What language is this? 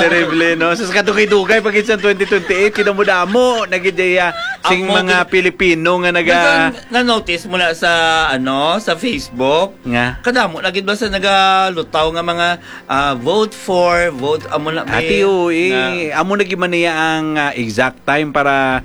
Hiligaynon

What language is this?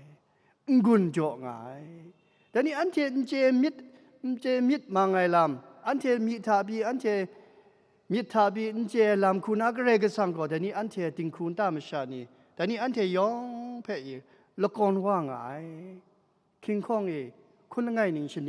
Kachin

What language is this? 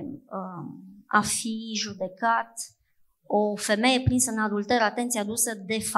Romanian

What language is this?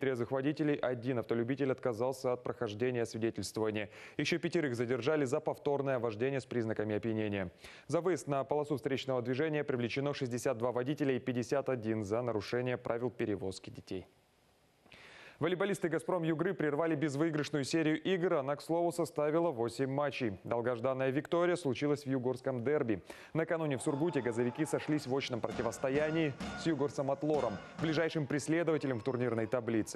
Russian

